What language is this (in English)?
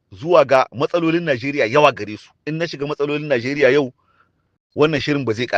Hausa